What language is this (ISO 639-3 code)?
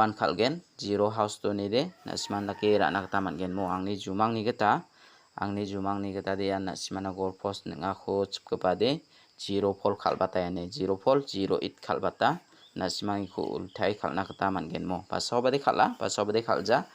grt